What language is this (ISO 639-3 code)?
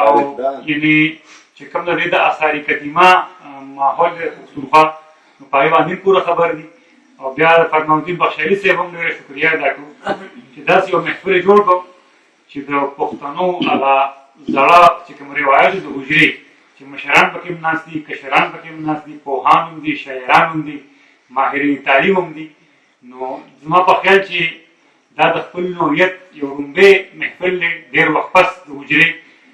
pus